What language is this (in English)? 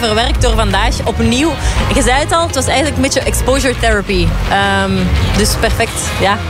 Dutch